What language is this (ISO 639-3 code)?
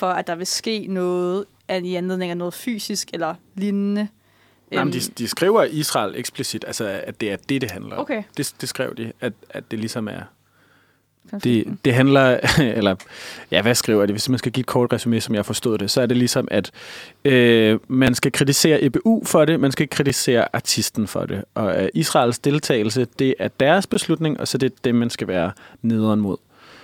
dan